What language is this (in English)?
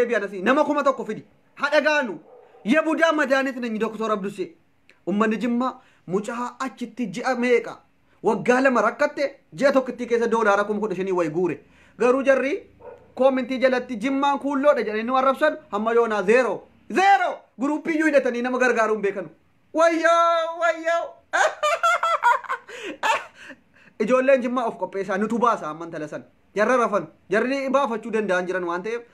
Oromo